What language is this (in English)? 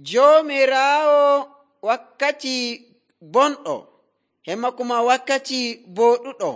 Nigerian Fulfulde